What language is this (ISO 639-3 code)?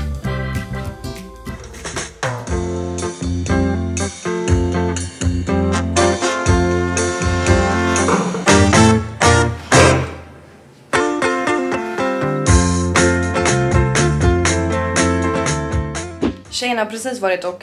swe